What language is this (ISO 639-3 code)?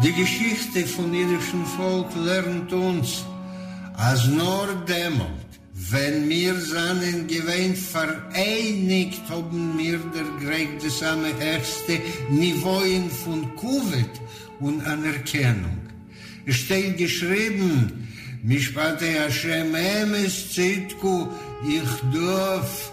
yid